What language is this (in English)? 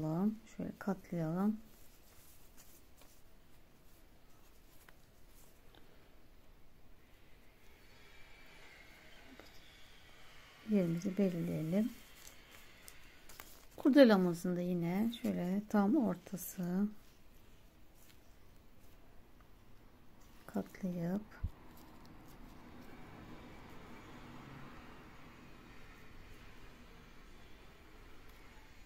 Turkish